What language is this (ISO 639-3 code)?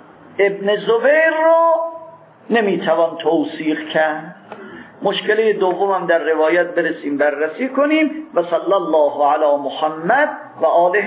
fas